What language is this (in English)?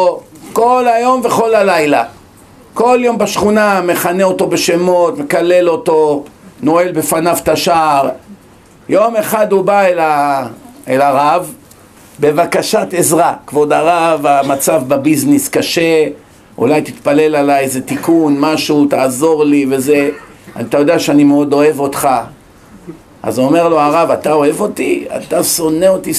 Hebrew